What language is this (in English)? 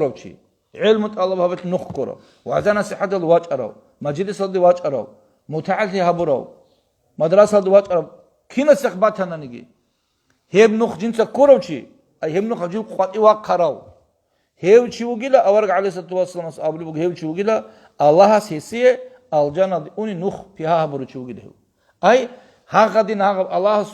Avaric